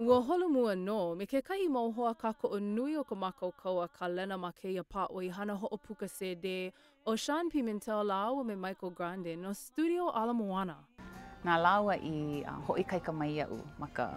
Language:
Hawaiian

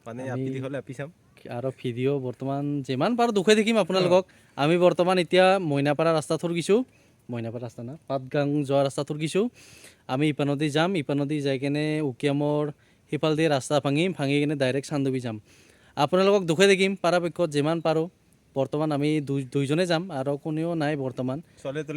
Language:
Assamese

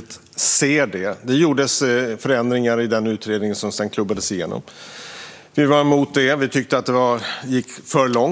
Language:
Swedish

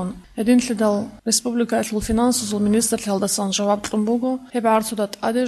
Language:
Avaric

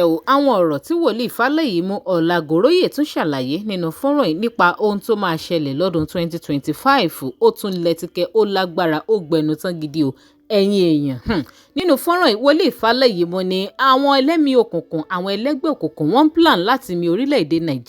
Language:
Yoruba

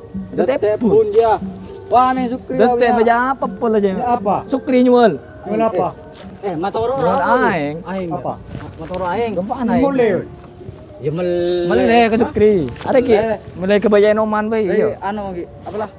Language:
Madurese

